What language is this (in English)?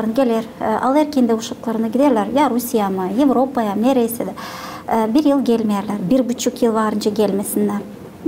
Gagauz